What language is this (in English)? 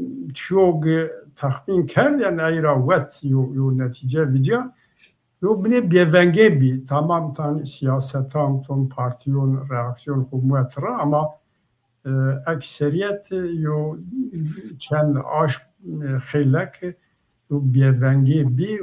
Zaza